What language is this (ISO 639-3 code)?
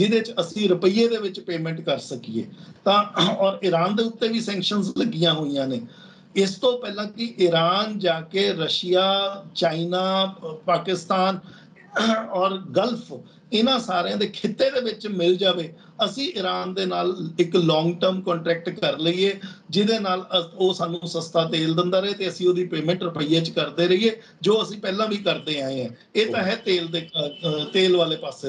pan